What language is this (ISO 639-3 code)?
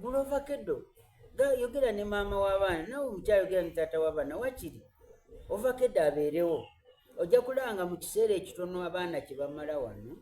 xog